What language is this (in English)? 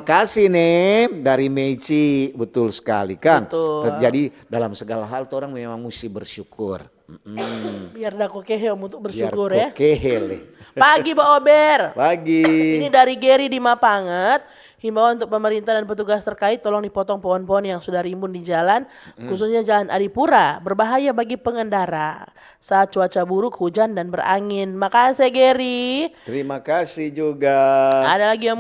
Manado Malay